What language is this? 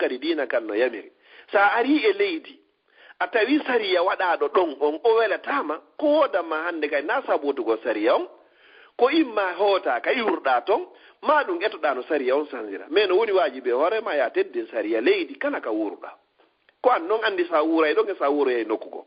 Fula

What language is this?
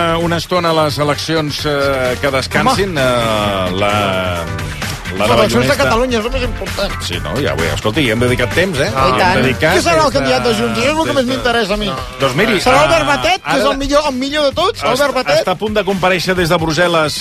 Catalan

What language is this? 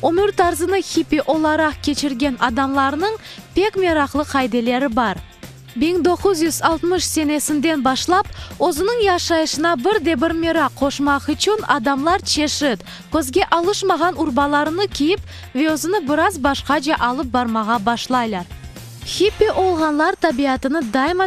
Crimean Tatar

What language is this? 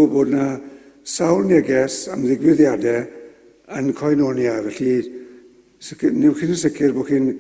Welsh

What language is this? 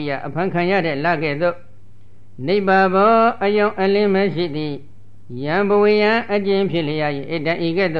Burmese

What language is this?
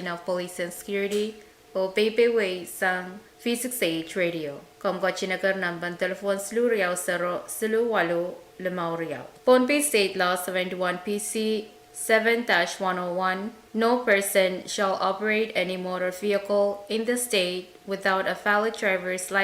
Pohnpeian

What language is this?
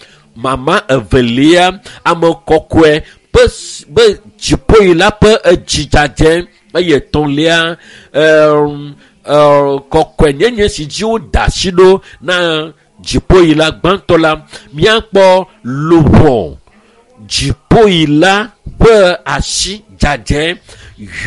Ewe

